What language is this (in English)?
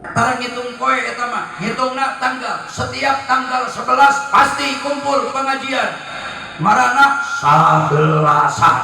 Sundanese